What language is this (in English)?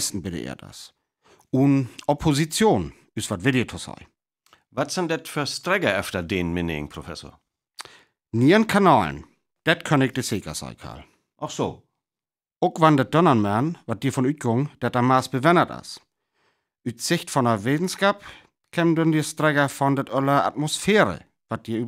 Northern Frisian